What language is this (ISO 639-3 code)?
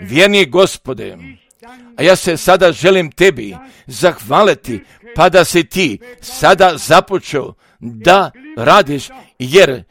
hrv